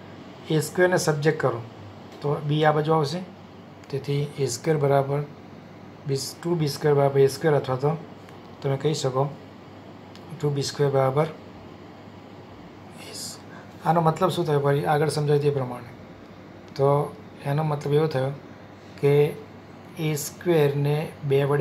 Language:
Gujarati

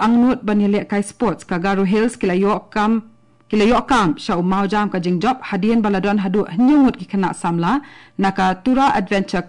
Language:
Khasi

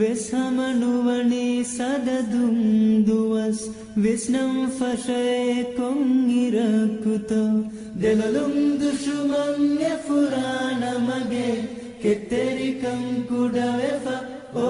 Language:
Divehi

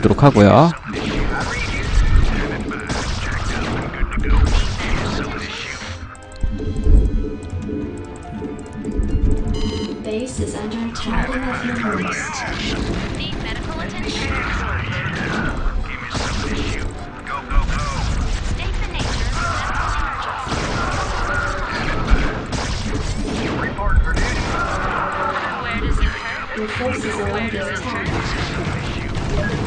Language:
Korean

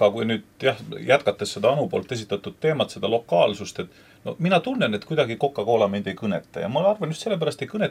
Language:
Estonian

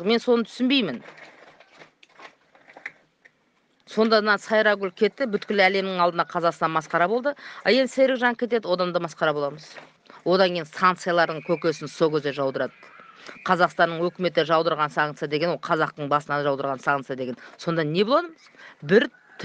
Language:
Kazakh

